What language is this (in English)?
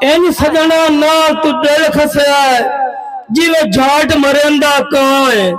Saraiki